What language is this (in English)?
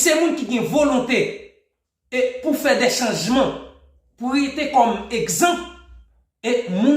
Haitian Creole